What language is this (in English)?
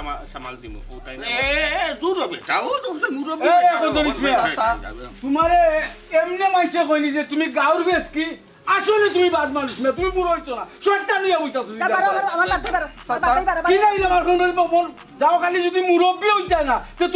Sylheti